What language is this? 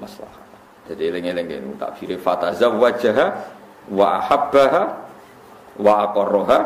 Javanese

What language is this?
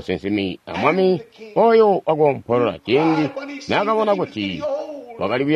Tonga (Zambia)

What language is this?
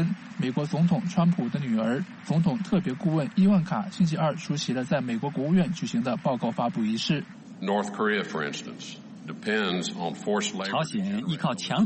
Chinese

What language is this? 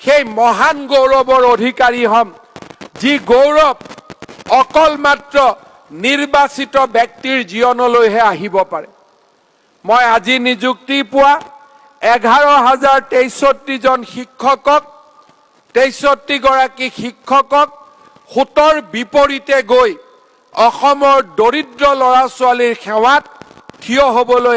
Assamese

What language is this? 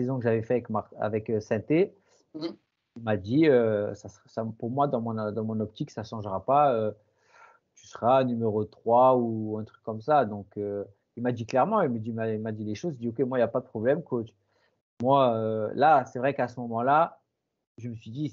French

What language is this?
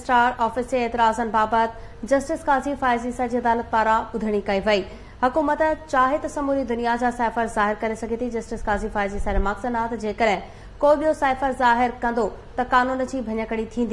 Sindhi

